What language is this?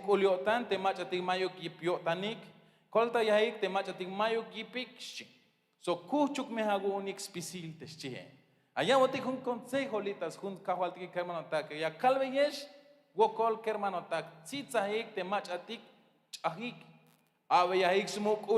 Tzeltal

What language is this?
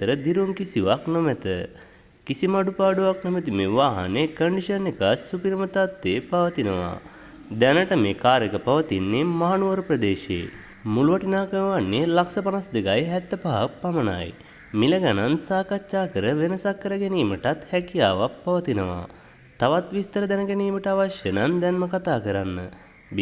Sinhala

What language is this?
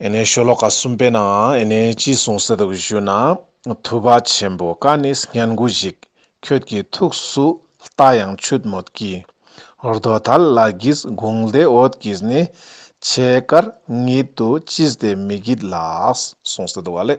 Ladakhi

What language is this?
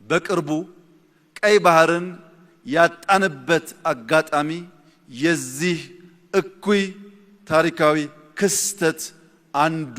Amharic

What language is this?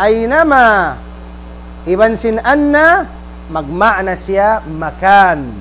Tausug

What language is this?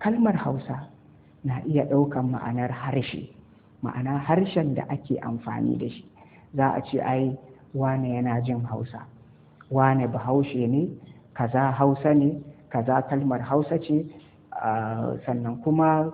Hausa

